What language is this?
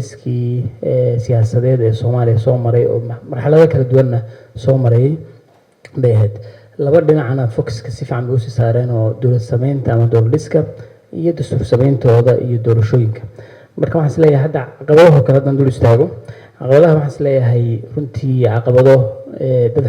Somali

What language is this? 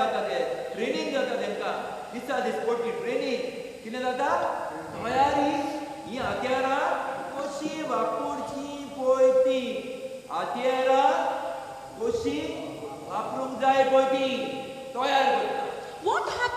Konkani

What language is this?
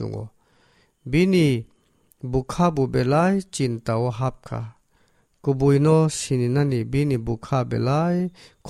Kok Borok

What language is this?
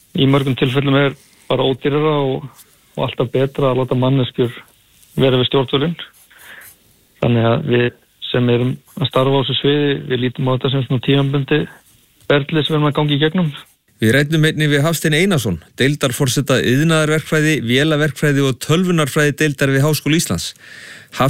Icelandic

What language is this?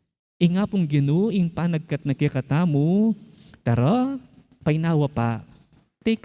Pampanga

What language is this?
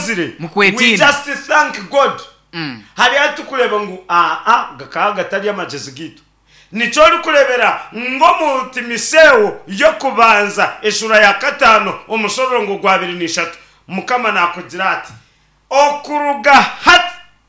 Nyankole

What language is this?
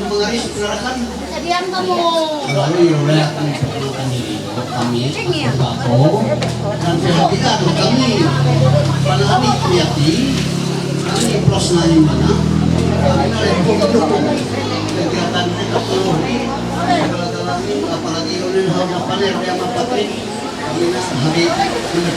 Ma'anyan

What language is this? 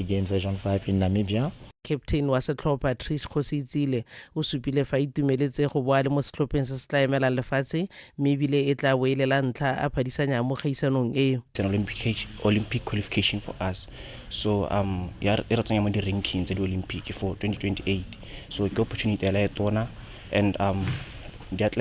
Tswana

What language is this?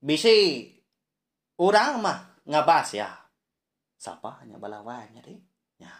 Iban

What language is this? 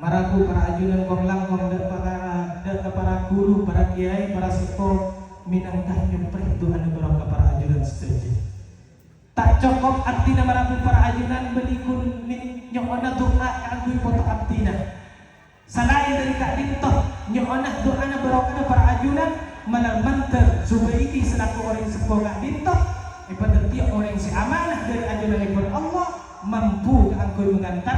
Madurese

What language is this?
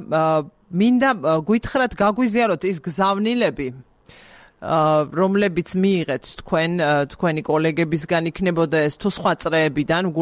Georgian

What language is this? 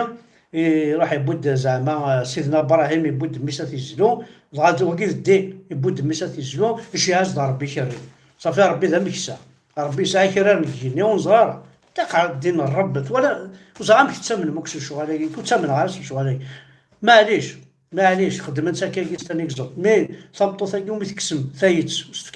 Kabyle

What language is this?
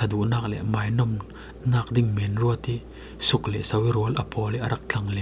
Falam Chin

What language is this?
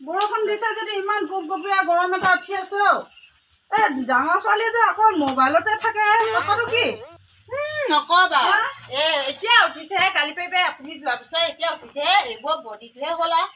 Assamese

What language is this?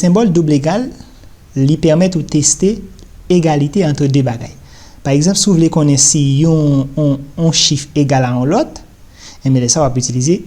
Haitian Creole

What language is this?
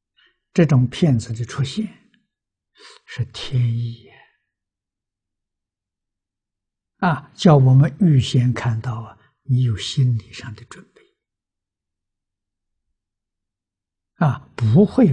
Chinese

